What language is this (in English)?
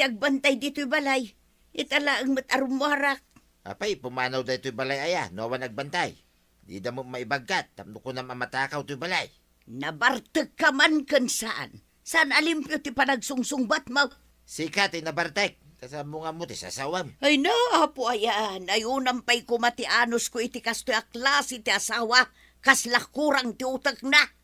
Iloko